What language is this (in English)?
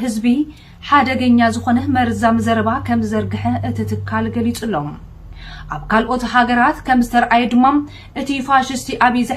Tigrinya